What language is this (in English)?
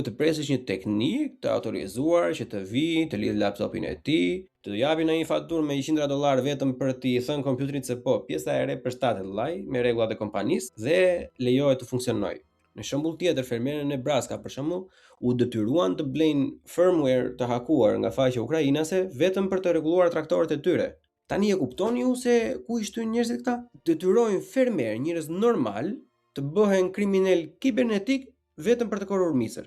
Albanian